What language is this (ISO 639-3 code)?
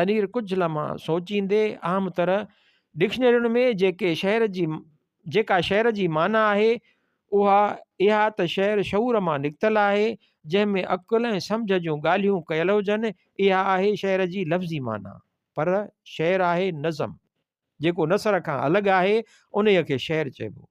snd